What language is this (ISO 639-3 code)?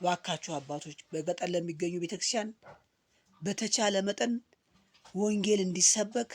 amh